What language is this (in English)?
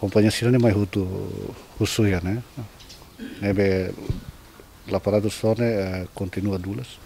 Tetum